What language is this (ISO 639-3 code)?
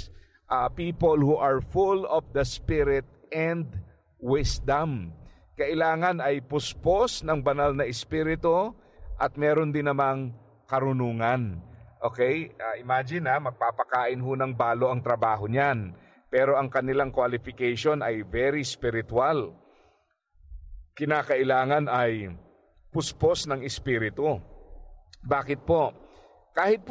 fil